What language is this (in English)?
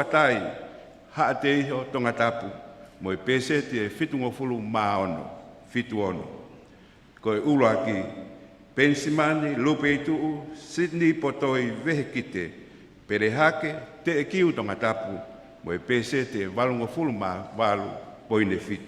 Tongan